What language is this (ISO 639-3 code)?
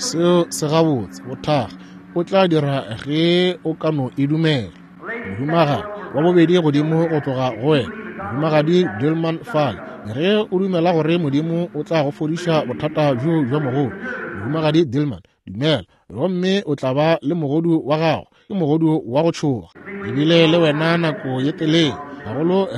nso